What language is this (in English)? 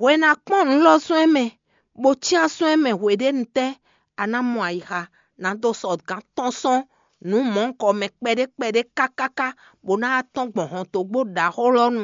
Fon